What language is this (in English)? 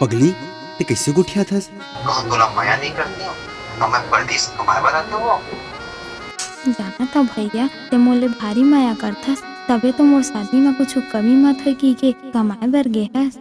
Chhattisgarhi